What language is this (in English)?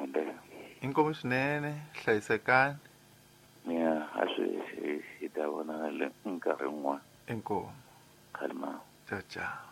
Tsonga